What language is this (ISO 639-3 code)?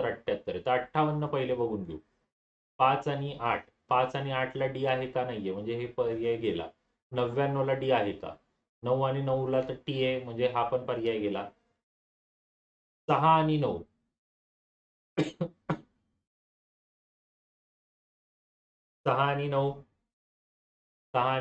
mar